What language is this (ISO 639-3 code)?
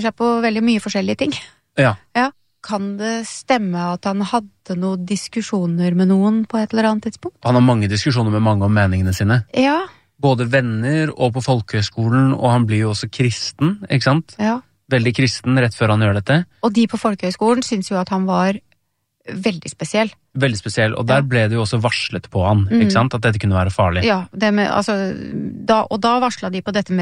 nor